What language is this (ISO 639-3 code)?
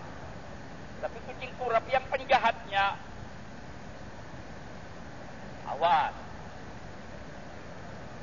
msa